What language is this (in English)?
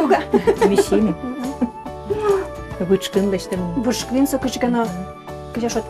Udmurt